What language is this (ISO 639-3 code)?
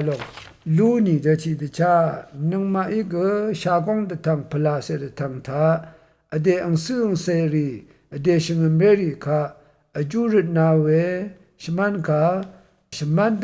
raw